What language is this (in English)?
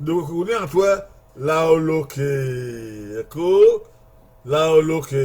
Bini